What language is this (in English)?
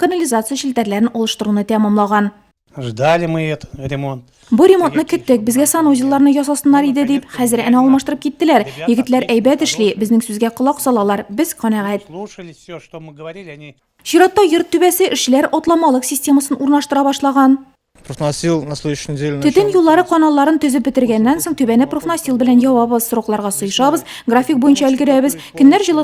Tatar